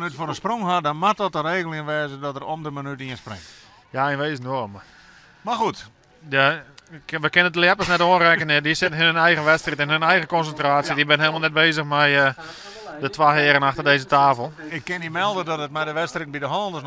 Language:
Western Frisian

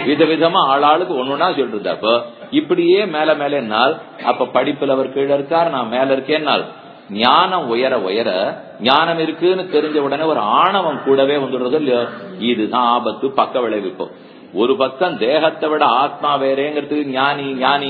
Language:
Tamil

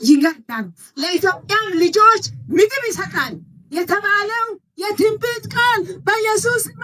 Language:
Amharic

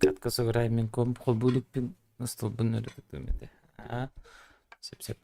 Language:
Yakut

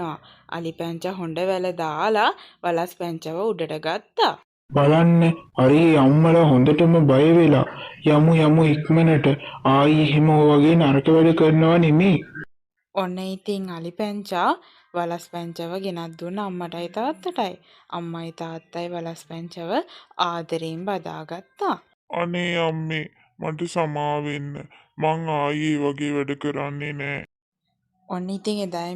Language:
Sinhala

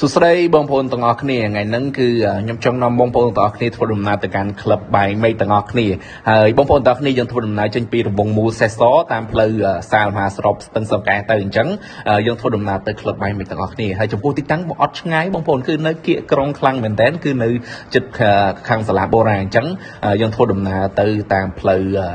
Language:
Khmer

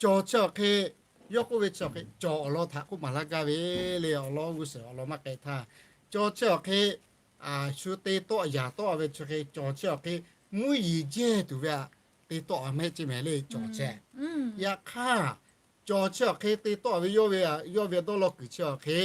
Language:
Lahu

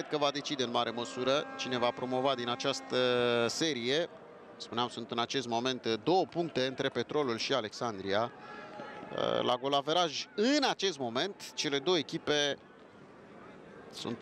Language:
Romanian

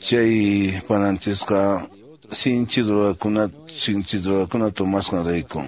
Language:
Quechua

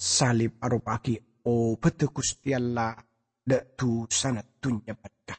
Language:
Madurese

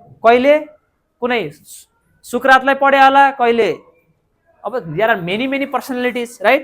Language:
Nepali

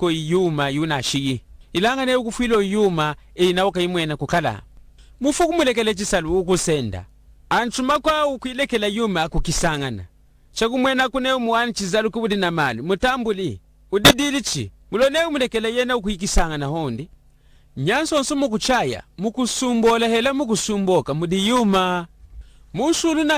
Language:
Lunda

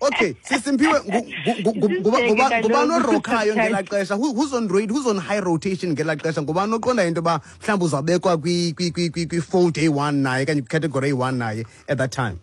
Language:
Xhosa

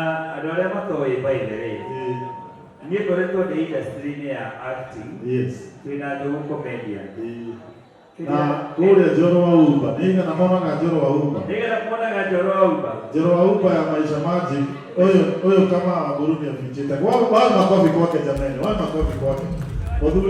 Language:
Kikuyu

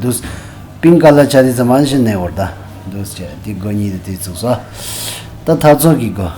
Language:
Tibetan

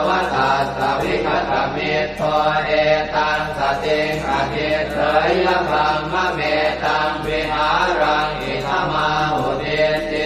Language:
Pali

